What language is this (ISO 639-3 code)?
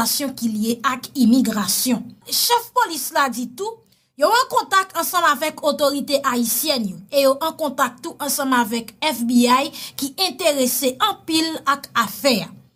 hat